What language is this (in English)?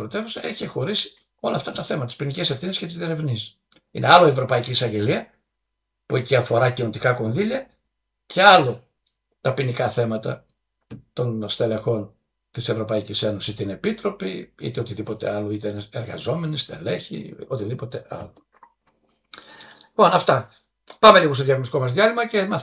Greek